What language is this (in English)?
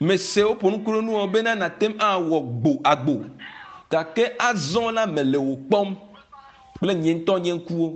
Ewe